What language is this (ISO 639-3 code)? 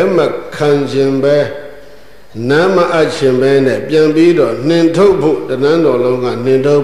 mya